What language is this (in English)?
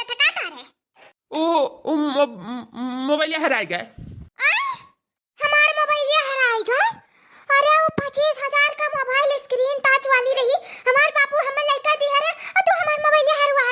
Awadhi